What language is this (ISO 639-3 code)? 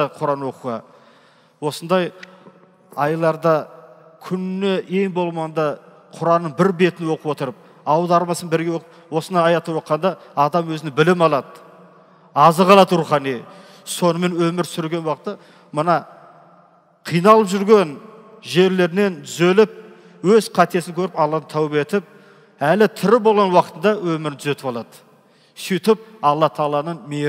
kaz